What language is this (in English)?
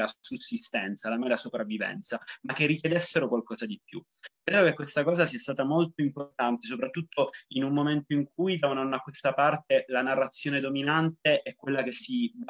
Italian